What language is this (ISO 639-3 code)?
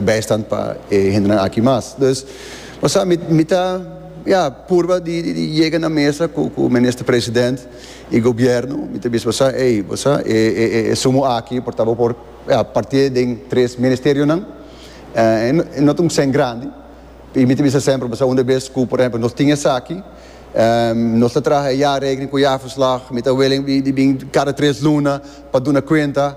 pap